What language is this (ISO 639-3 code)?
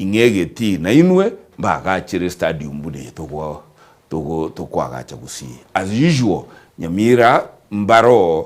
guz